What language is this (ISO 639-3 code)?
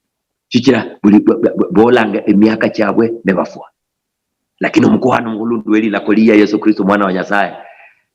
luy